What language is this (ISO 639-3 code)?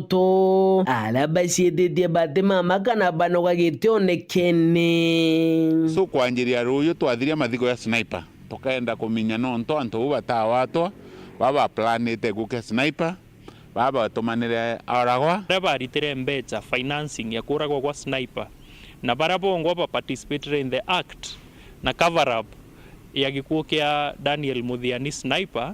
mer